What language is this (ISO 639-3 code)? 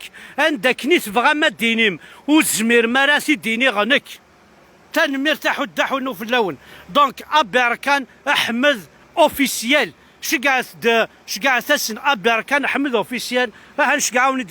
kab